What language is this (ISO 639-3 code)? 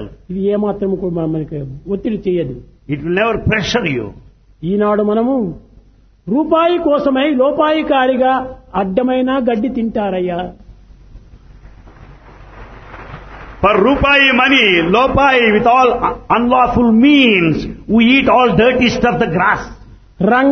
tel